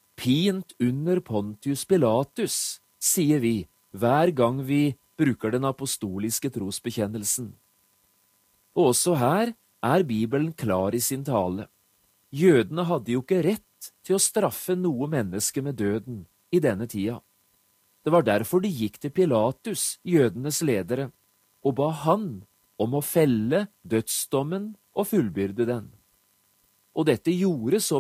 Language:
Norwegian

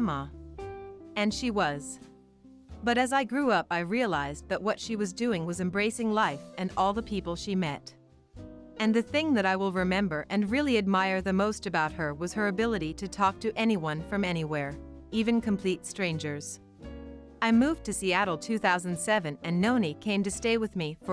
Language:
English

